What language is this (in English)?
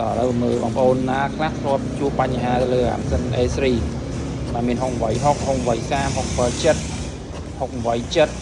Khmer